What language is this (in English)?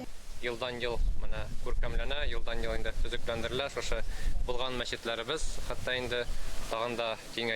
Tatar